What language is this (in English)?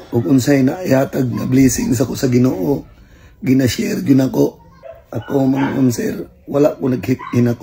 Cebuano